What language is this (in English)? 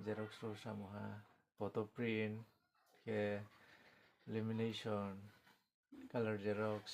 Riang (India)